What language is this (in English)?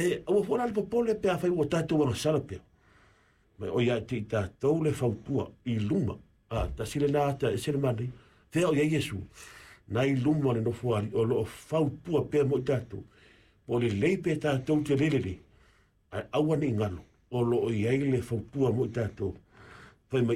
Samoan